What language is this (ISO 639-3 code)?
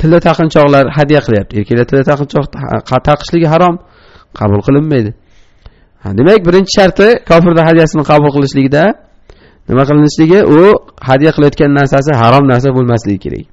uzb